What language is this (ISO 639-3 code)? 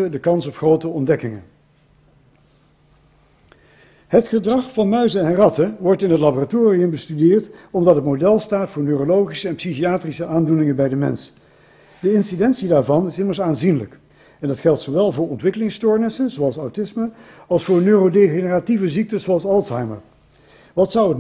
nld